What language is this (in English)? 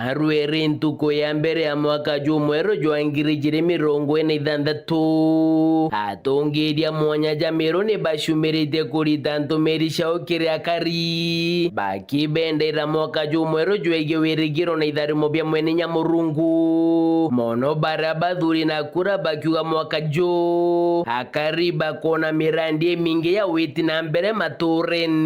Meru